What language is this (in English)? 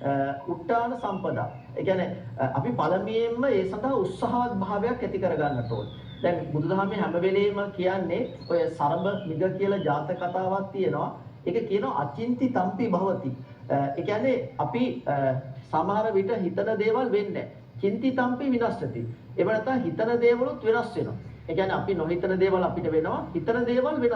Sinhala